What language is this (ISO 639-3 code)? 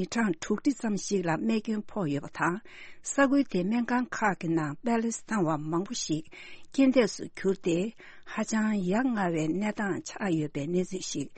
bod